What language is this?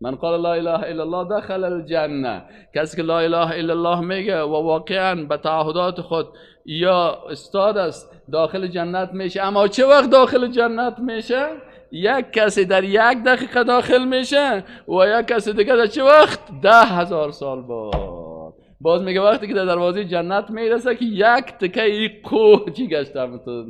Persian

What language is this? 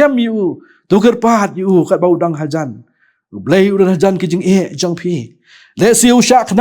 Khasi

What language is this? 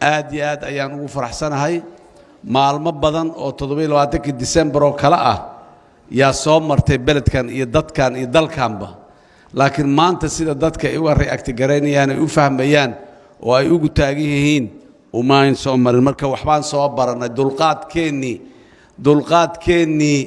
Somali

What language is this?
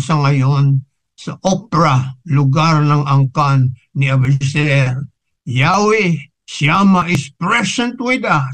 Filipino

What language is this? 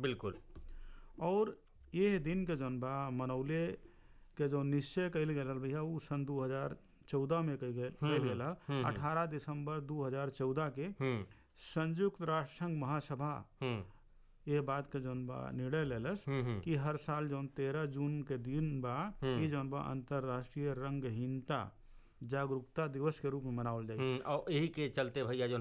Bhojpuri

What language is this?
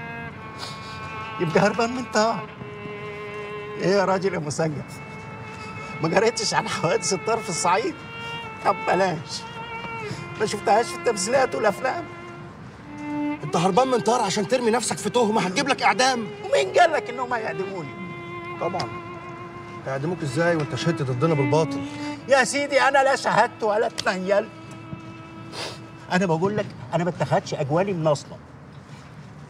Egyptian Arabic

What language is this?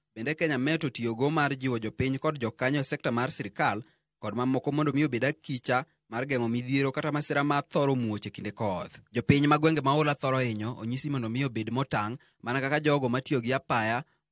Luo (Kenya and Tanzania)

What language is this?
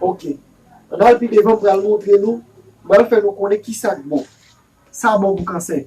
Haitian Creole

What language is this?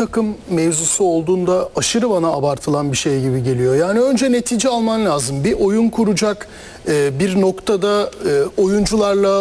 Turkish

